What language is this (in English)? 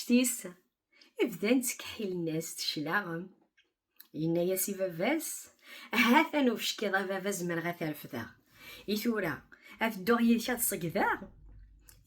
Kabyle